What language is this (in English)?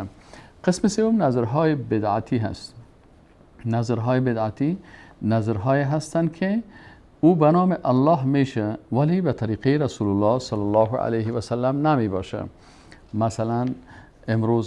Persian